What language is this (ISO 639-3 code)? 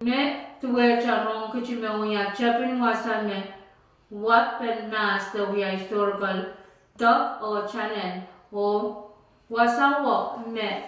pon